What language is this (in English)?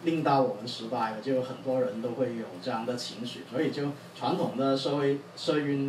Chinese